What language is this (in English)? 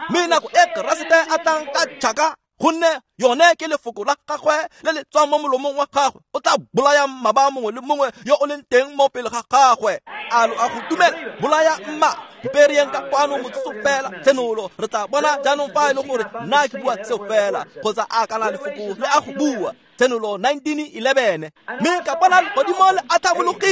Tswana